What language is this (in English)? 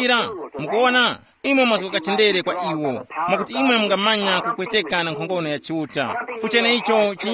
Tumbuka